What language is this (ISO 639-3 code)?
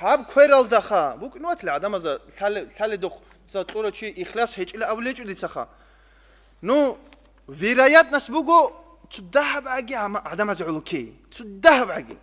ava